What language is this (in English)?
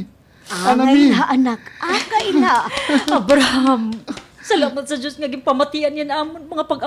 Waray